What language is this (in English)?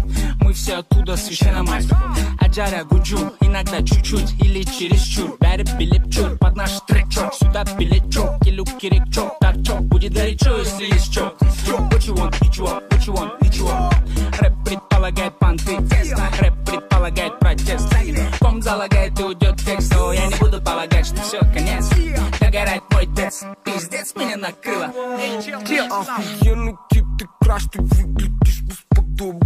Kara-Kalpak